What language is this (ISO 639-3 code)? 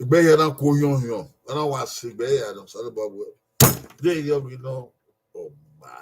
bin